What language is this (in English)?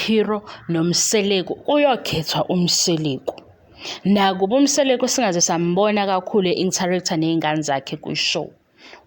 Zulu